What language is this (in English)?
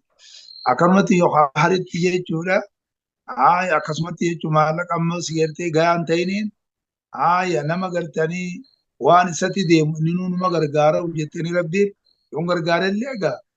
Oromo